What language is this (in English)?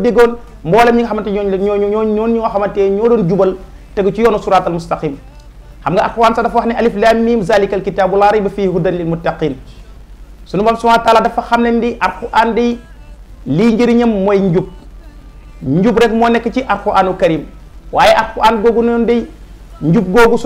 Wolof